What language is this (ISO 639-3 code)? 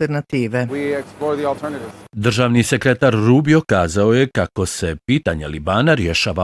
bos